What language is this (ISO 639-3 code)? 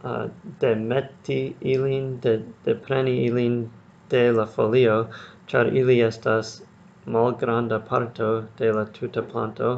epo